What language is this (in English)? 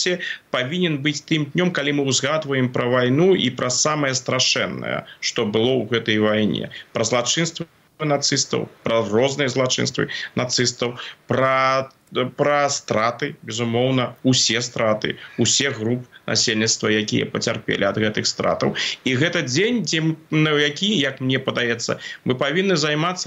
Belarusian